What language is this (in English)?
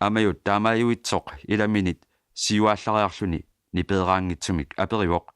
Kalaallisut